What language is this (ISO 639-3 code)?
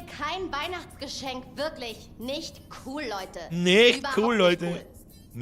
bar